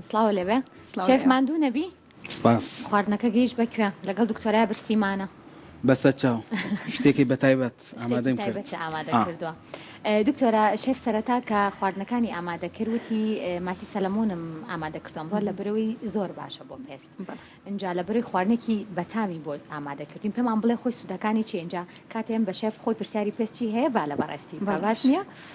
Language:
Central Kurdish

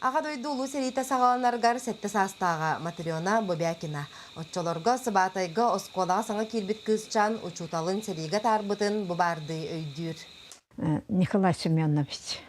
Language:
Yakut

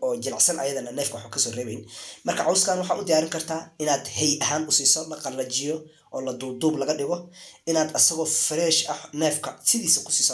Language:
Somali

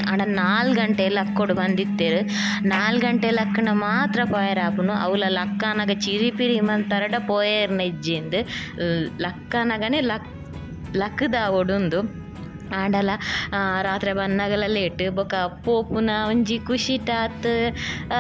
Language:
Tulu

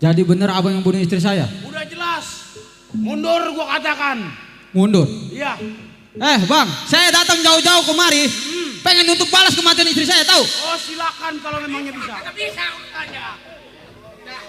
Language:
Betawi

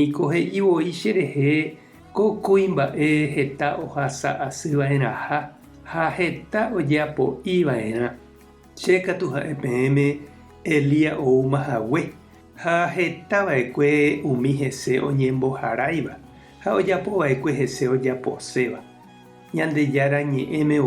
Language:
Guarani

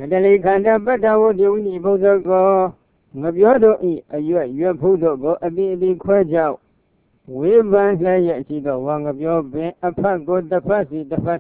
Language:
Burmese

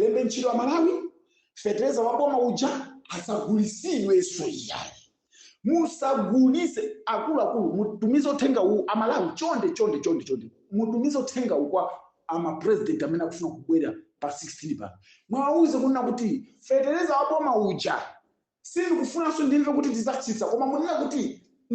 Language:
Nyanja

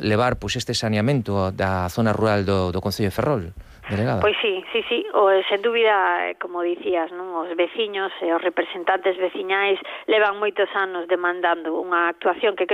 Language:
Galician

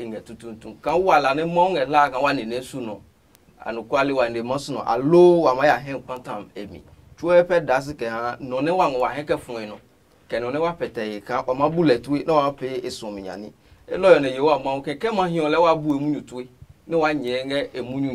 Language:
Adangme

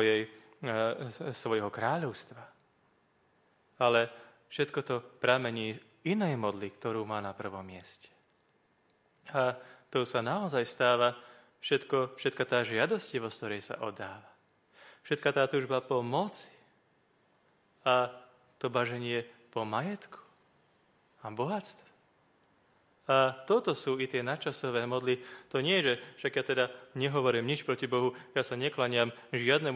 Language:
Slovak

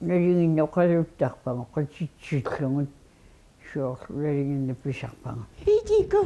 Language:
Kalaallisut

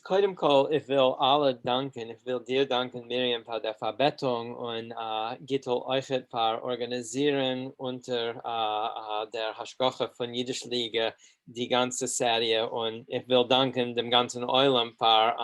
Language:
Yiddish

